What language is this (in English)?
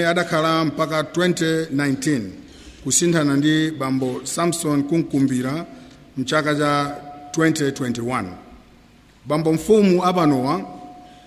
Nyanja